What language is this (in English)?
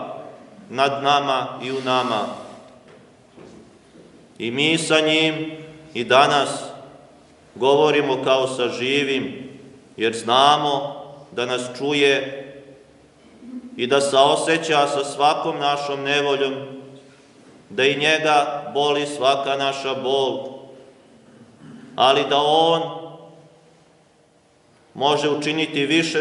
Serbian